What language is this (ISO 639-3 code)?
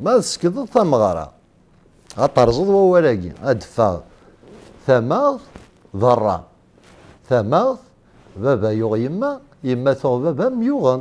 kab